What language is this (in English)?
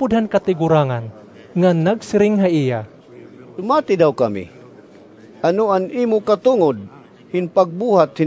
Waray